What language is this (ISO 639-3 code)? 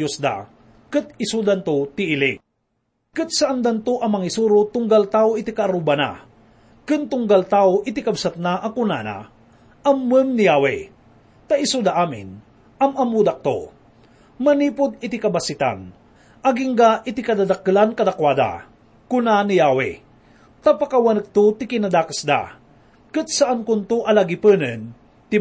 ilo